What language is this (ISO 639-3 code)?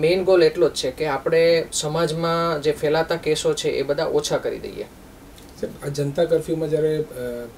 guj